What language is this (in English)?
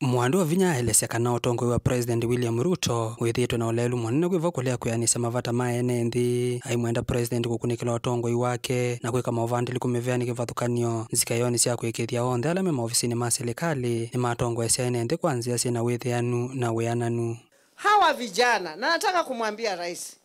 Kamba